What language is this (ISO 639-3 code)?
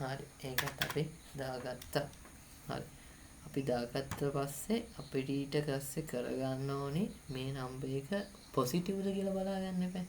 sin